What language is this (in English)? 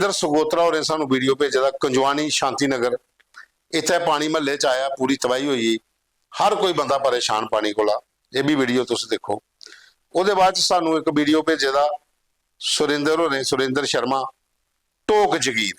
Dogri